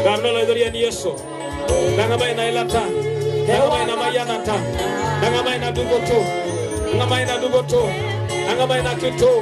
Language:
Masai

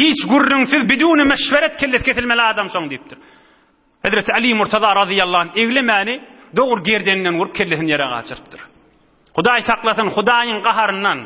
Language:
Turkmen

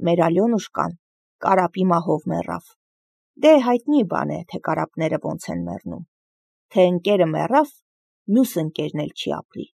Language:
Armenian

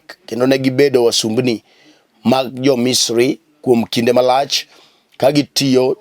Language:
Luo (Kenya and Tanzania)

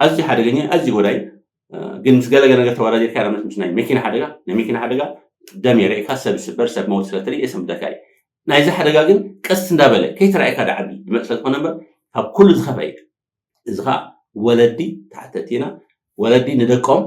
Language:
Tigrinya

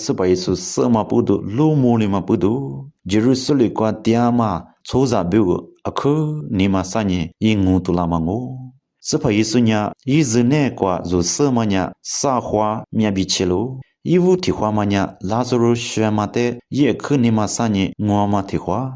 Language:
Lisu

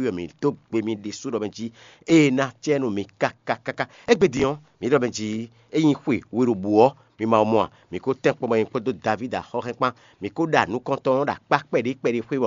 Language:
Fon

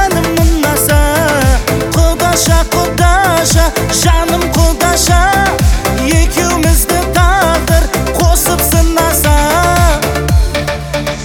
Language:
Kazakh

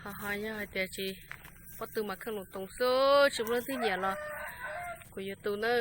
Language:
Hmong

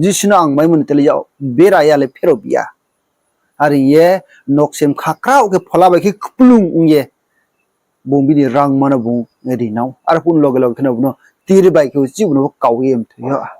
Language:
Riang (India)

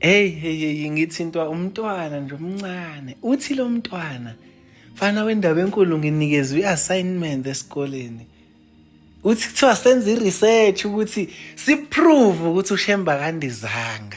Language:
Zulu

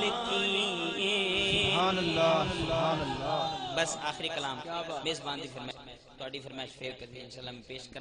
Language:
Saraiki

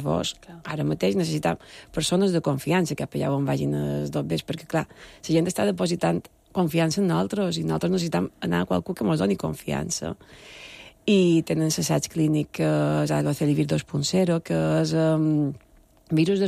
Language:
Catalan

